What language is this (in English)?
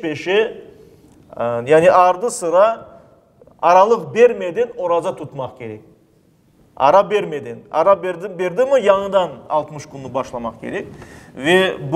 Crimean Tatar